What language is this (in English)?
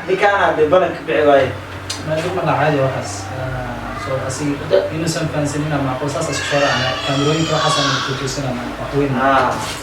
Somali